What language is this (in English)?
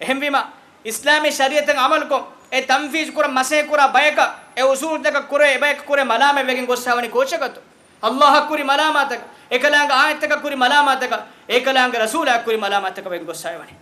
Divehi